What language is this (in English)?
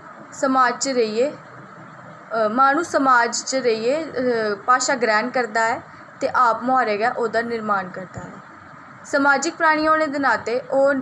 Dogri